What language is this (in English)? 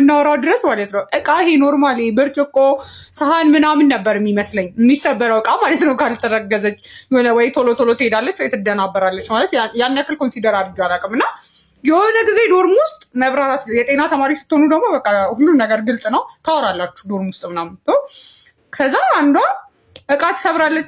Amharic